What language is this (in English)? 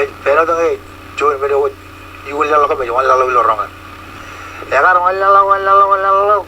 Marshallese